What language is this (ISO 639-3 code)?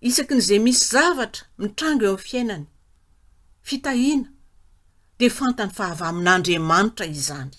mlg